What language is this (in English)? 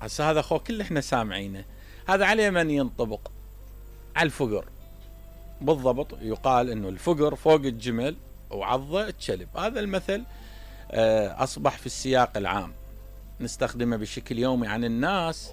Mesopotamian Arabic